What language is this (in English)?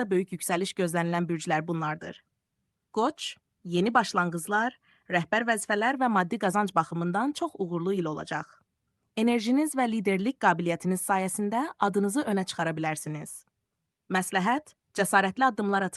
Azerbaijani